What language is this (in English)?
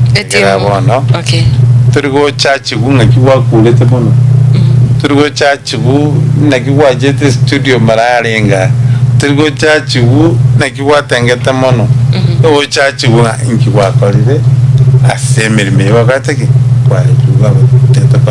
Gusii